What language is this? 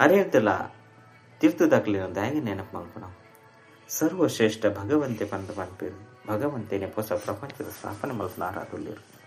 Tulu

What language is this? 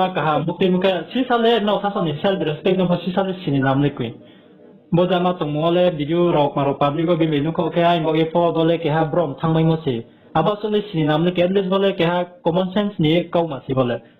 Riang (India)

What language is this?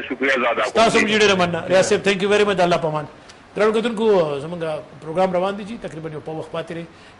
Pashto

